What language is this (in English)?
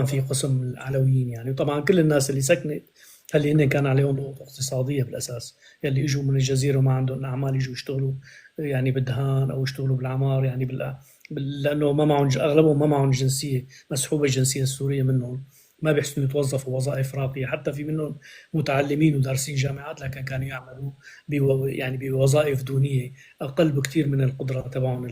North Levantine Arabic